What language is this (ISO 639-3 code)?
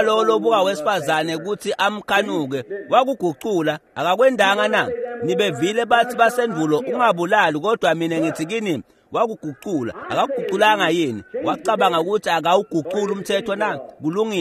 ssw